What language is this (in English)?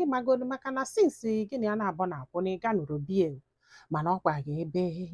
Igbo